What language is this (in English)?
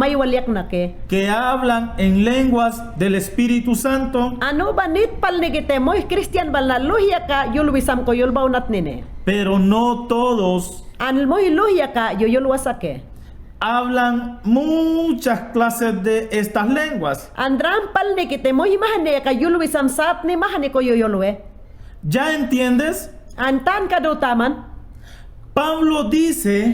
Mayangna